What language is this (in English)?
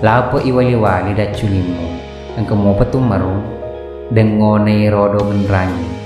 Buginese